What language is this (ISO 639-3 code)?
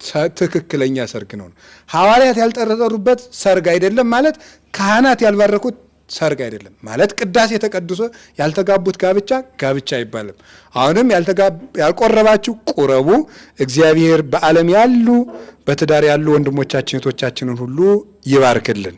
amh